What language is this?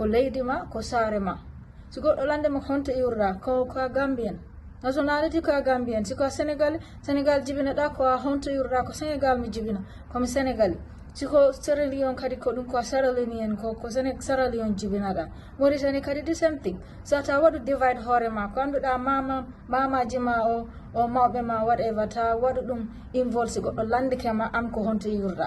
Fula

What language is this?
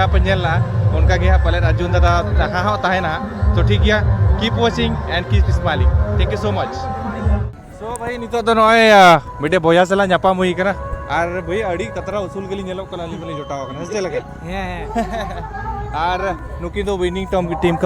Santali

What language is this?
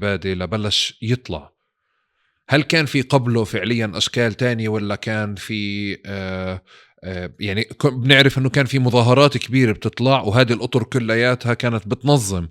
North Levantine Arabic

